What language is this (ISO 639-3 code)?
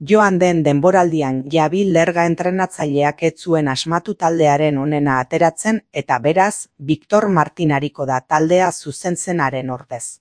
eus